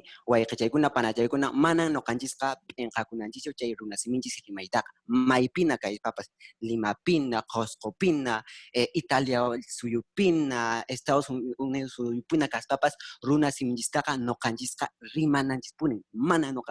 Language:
Quechua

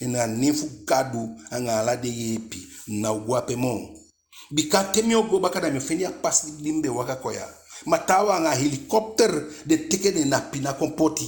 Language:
Eastern Maroon Creole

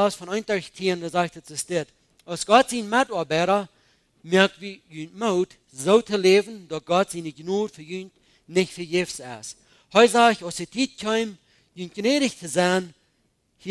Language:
Plautdietsch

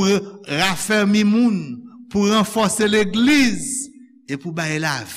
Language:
Haitian Creole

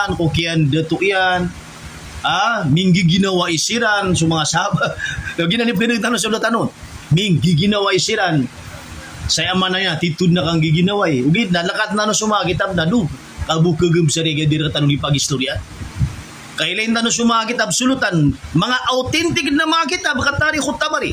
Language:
Maranao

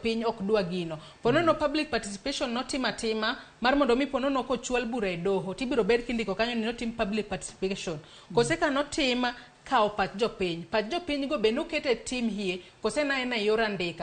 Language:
Luo (Kenya and Tanzania)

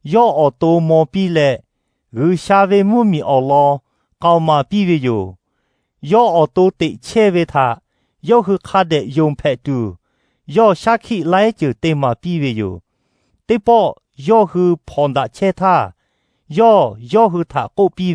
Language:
Lahu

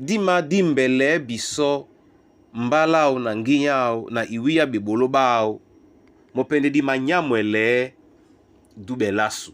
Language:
Duala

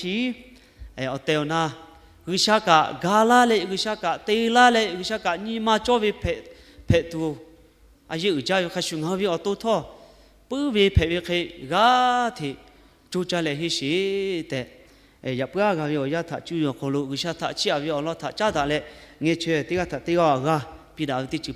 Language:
Lahu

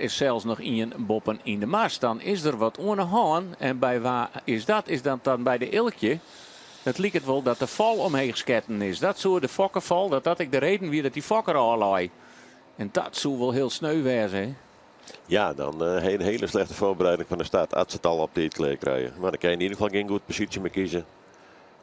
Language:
Western Frisian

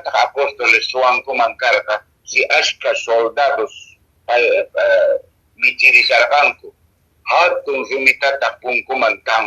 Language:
Quechua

